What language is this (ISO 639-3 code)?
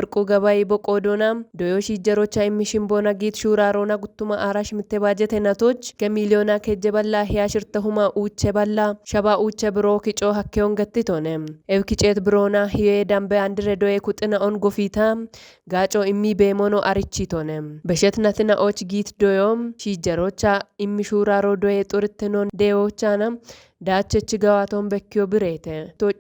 kbr